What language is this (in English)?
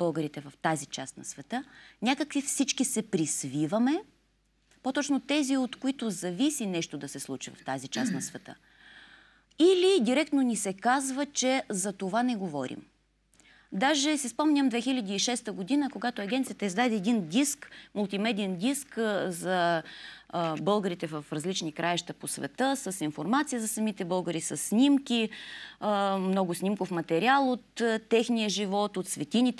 Bulgarian